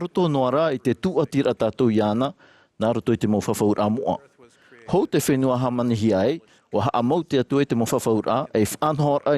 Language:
Tahitian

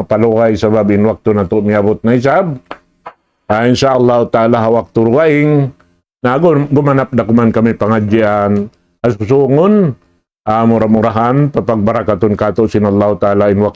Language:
Tausug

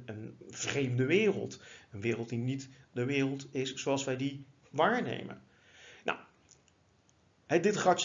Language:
Dutch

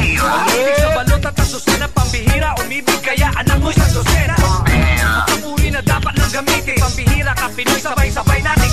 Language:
Filipino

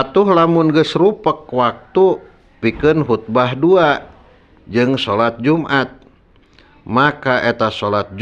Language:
Sundanese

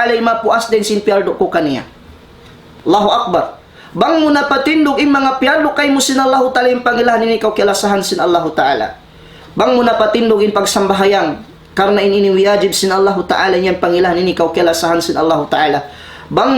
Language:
Tausug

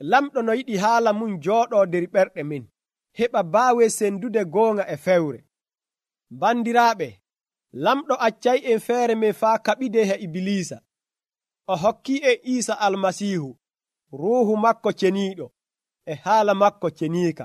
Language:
Nigerian Fulfulde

